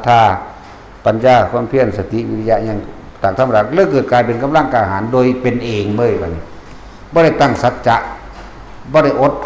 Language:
Northeastern Thai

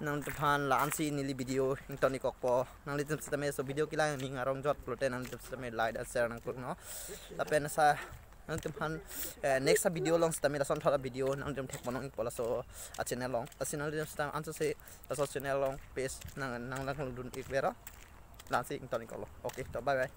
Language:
Karbi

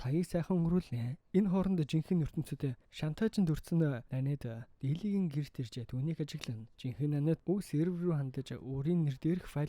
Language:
Mongolian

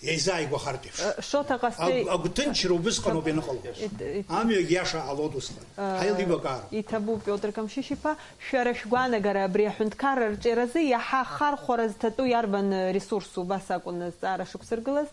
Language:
Abkhazian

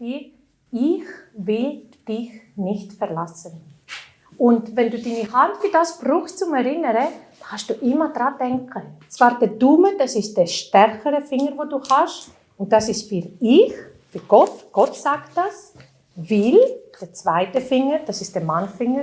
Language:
Swiss German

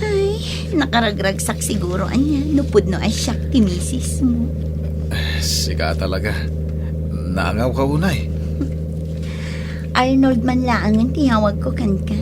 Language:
Iloko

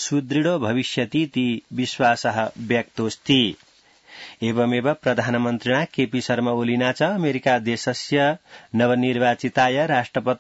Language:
Sanskrit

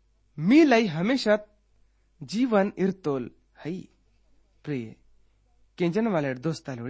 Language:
Gondi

